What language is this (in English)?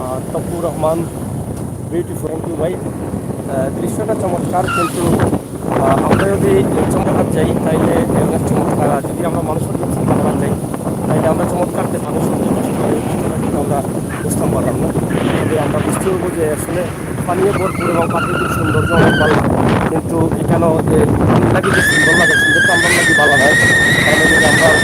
Sylheti